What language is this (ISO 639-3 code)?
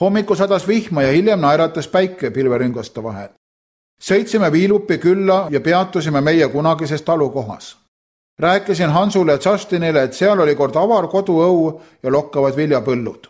est